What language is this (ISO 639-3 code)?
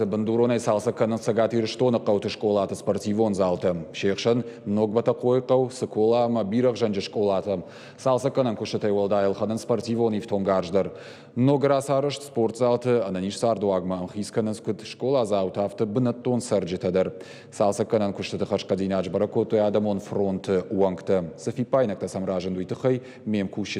oss